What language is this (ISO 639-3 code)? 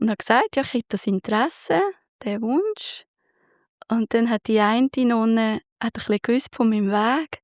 gsw